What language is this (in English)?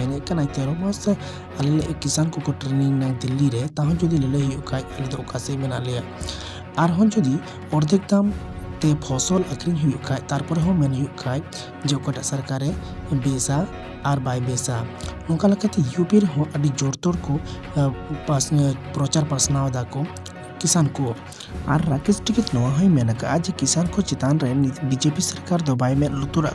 Santali